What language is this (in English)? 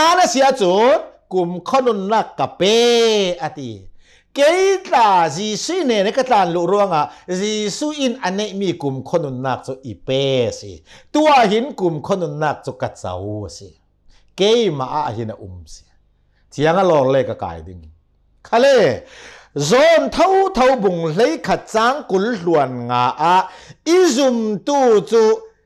Hakha Chin